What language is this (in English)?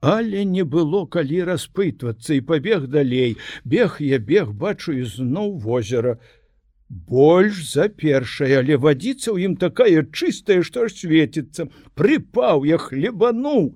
Belarusian